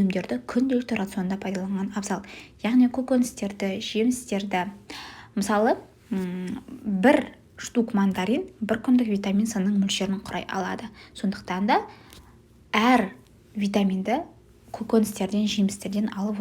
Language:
Kazakh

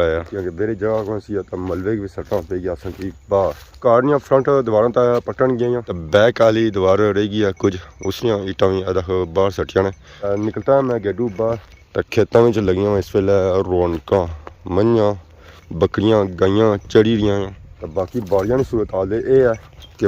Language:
Pahari-Potwari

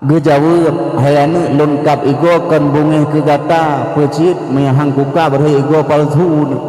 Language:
Achinese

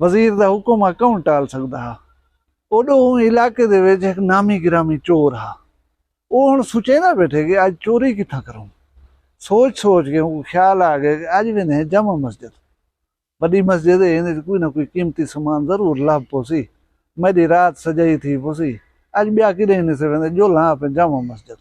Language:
Saraiki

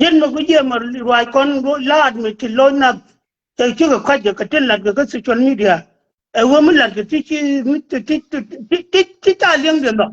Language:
Nuer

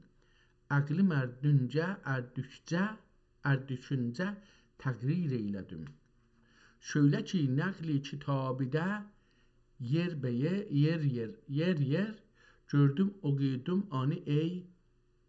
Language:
South Azerbaijani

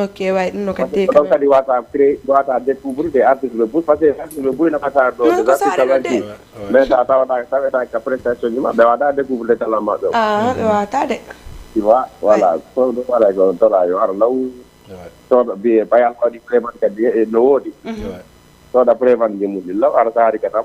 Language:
Fula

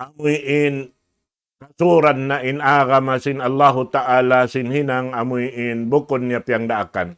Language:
Tausug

